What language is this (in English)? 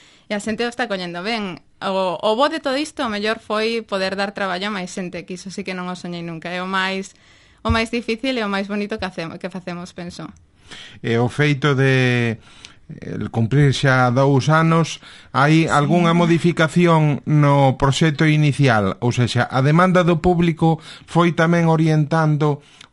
Galician